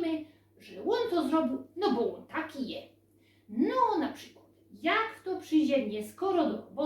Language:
Silesian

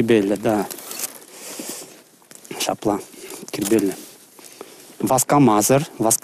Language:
Chuvash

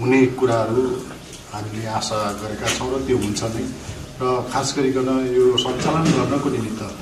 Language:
Nepali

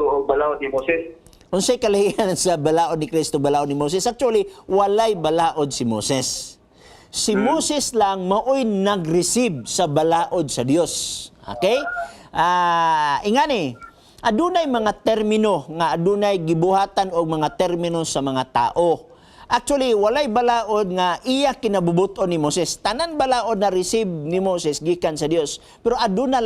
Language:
Cebuano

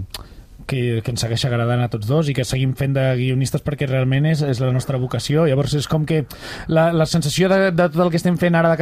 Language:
Catalan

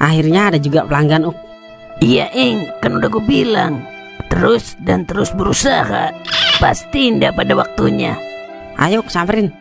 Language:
Betawi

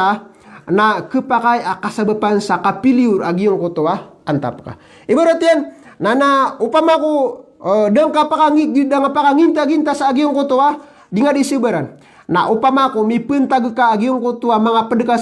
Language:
Maranao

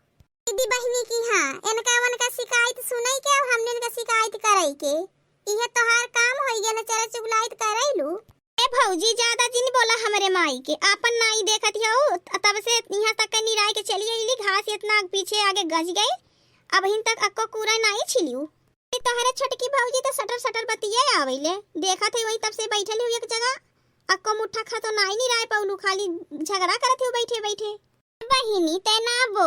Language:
Awadhi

